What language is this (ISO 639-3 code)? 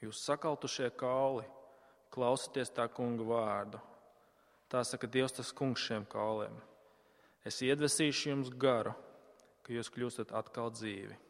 lav